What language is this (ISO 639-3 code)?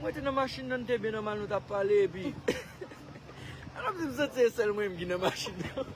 hat